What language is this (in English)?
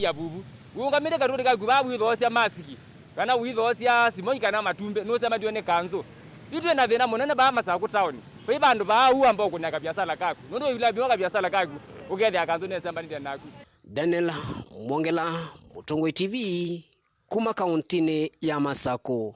Kamba